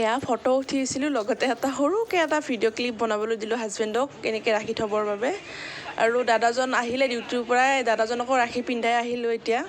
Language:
Assamese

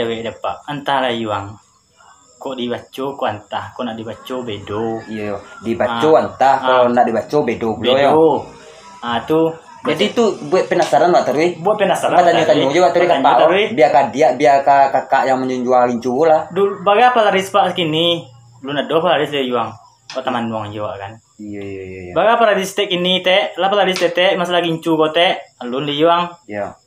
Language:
Minangkabau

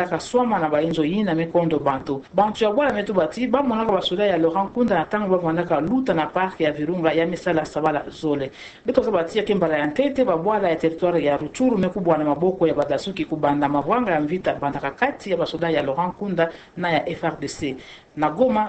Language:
Kituba (Democratic Republic of Congo)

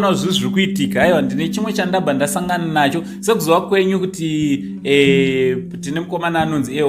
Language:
Shona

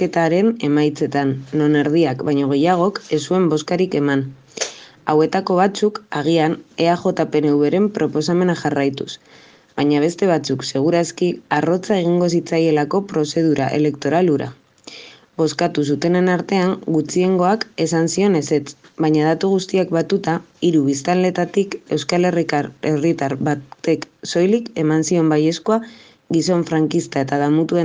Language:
Basque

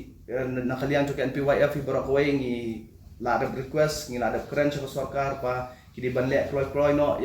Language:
Khasi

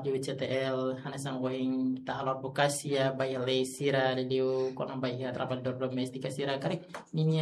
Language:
Tetum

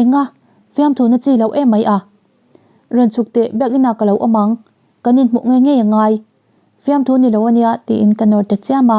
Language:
Mizo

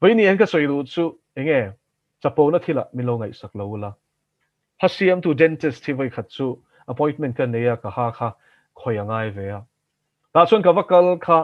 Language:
Mizo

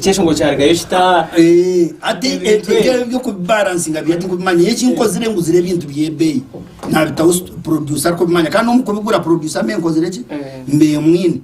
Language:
Nyankole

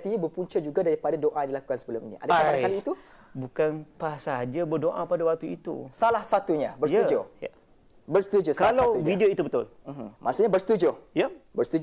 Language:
Malay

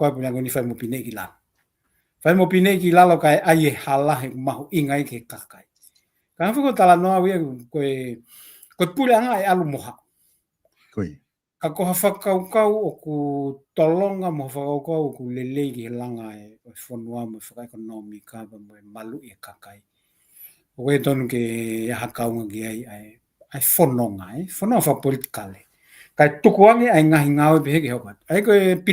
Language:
Tongan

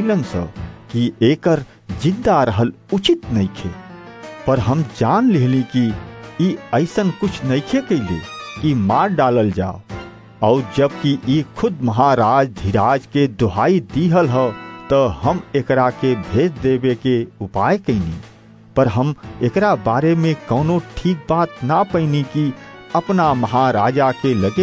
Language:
Bhojpuri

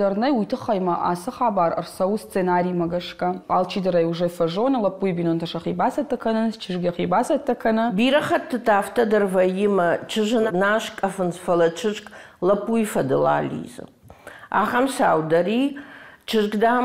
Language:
Ossetic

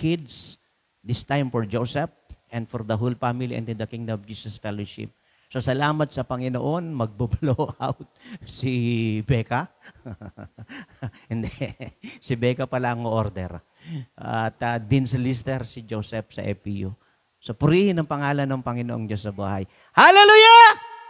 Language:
Filipino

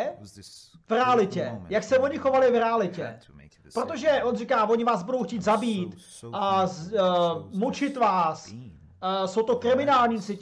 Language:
Czech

